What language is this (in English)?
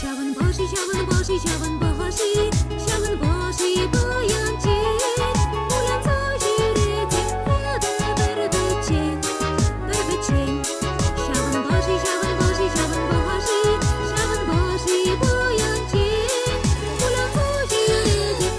Chuvash